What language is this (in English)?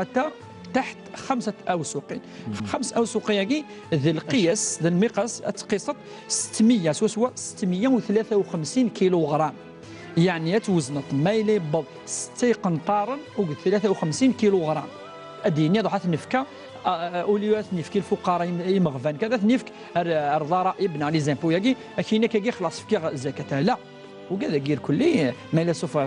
Kabyle